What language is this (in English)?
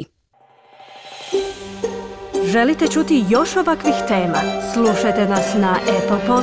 Croatian